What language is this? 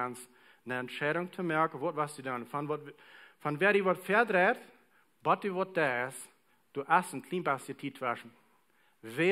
Plautdietsch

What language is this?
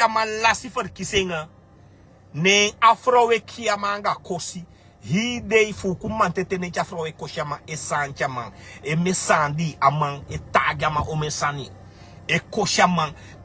Sranan Tongo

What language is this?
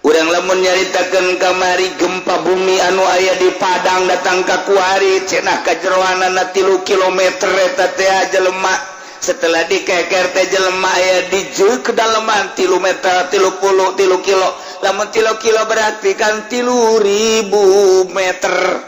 Sundanese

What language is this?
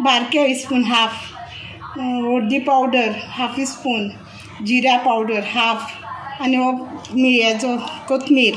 Konkani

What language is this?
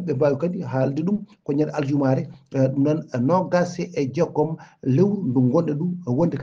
Fula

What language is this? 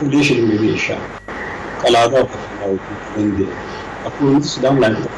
Sidamo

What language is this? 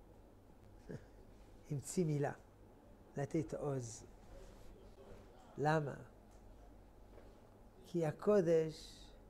Hebrew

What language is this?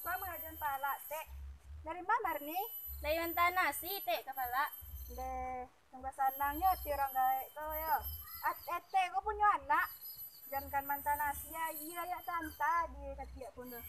Minangkabau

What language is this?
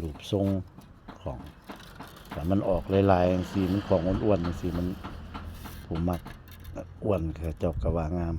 Northeastern Thai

